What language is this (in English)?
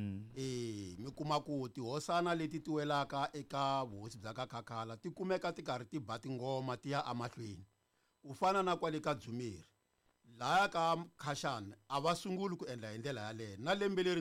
Tsonga